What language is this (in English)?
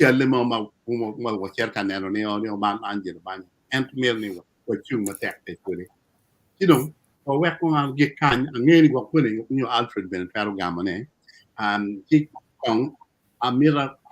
Acoli